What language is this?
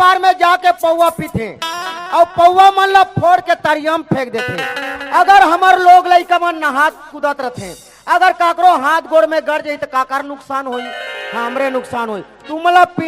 Chhattisgarhi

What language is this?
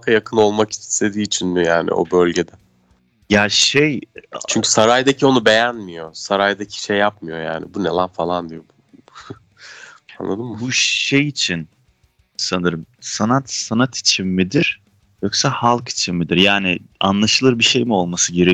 Turkish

